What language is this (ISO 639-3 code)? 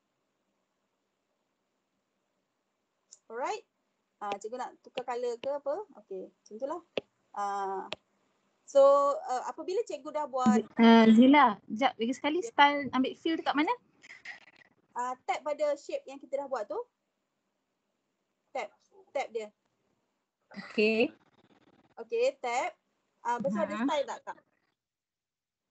msa